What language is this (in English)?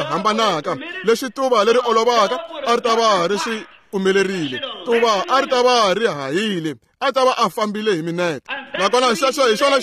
Tsonga